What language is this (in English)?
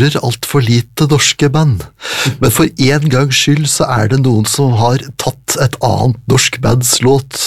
Norwegian